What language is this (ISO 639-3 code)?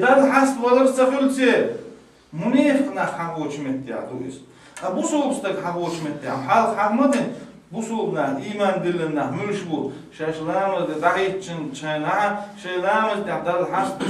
che